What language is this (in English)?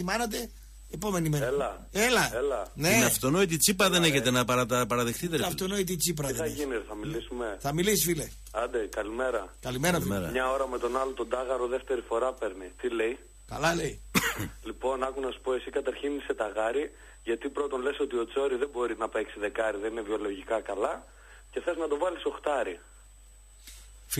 Greek